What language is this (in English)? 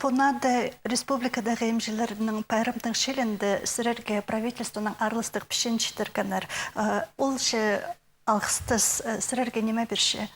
Khakas